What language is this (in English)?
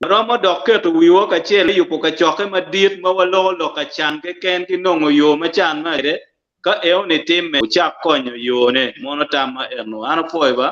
Acoli